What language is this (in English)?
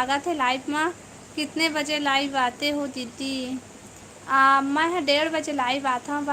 Chhattisgarhi